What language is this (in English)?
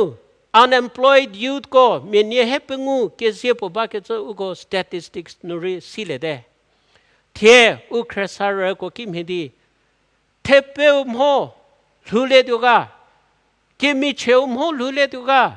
Angami Naga